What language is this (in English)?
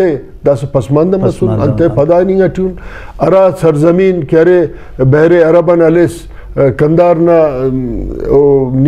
Brahui